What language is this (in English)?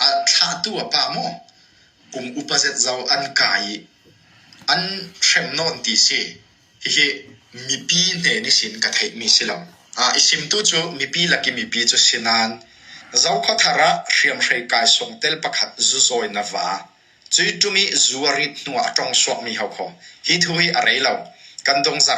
Hakha Chin